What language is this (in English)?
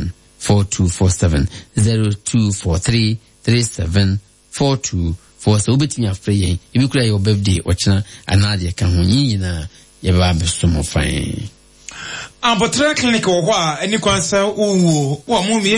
Akan